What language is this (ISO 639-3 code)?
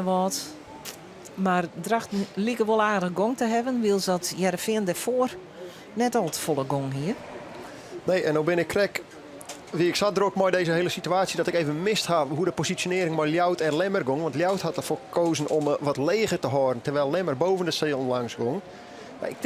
fry